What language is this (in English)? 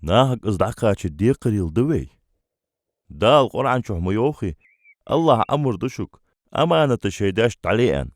Ingush